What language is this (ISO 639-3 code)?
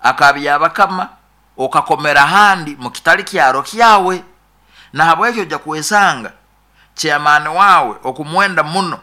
nyo